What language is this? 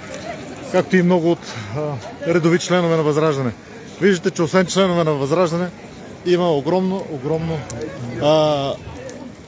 Bulgarian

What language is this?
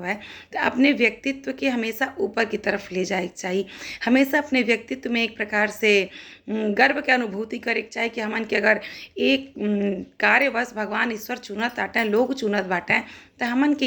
Bhojpuri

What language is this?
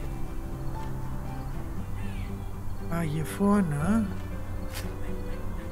German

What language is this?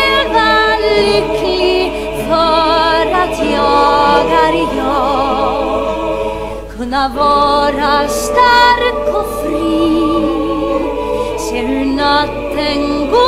Swedish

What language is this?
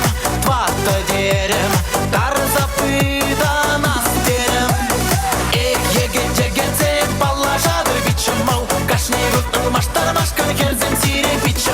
Chuvash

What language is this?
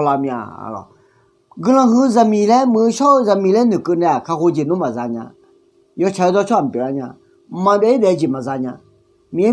Akha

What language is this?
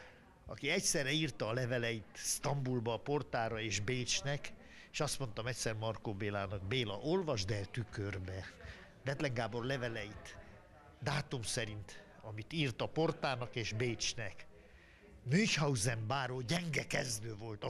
Hungarian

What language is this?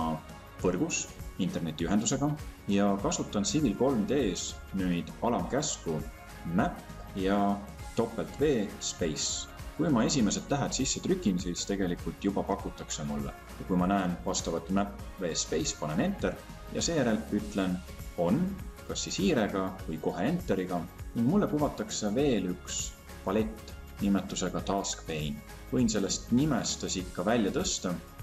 Estonian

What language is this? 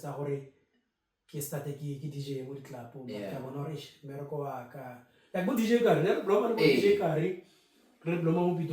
Tswana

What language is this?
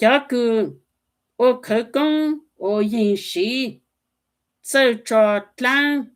Hmong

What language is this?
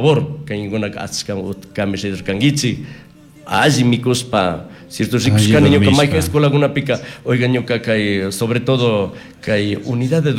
Chimborazo Highland Quichua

